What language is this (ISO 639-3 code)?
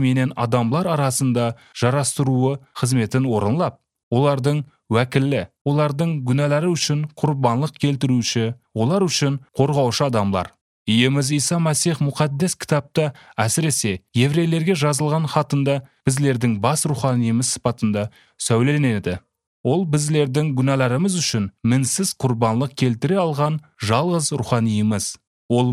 kir